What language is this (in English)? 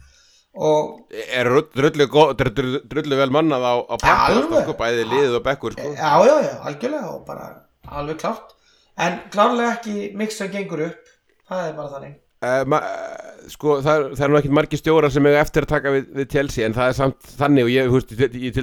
Icelandic